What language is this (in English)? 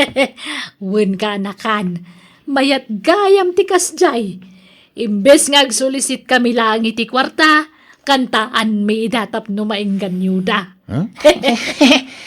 Iloko